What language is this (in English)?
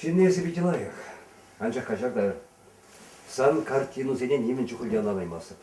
Chuvash